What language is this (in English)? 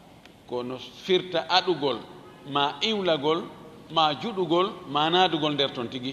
Fula